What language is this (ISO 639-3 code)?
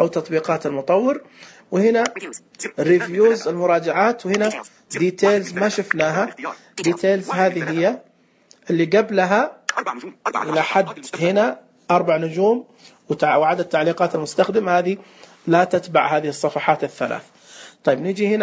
ars